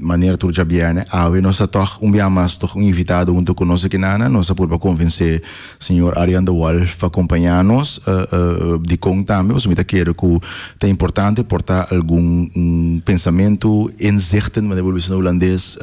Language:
Papiamento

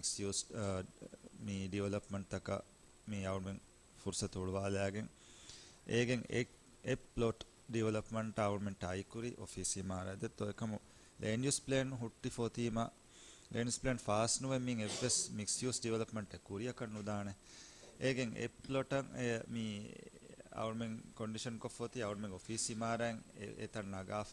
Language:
Divehi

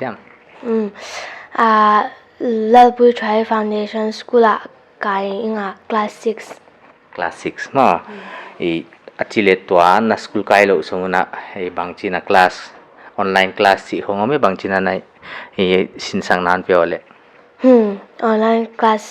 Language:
Paite Chin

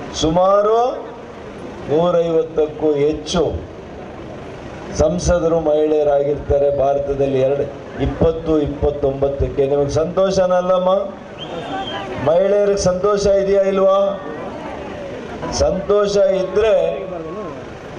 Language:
Kannada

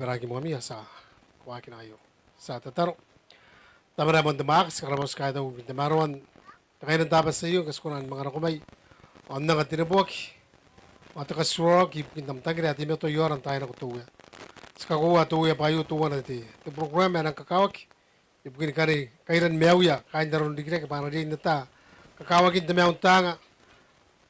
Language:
Gilbertese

